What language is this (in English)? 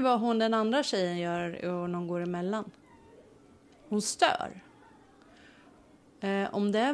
Swedish